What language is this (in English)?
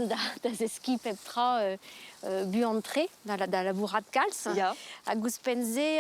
Breton